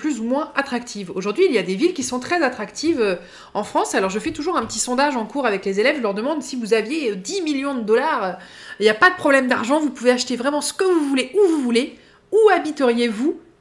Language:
French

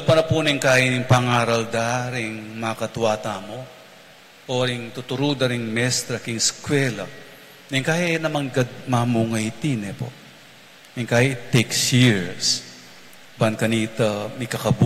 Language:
Pampanga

